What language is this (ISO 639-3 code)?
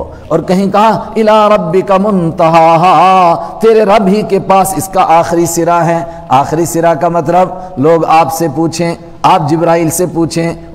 urd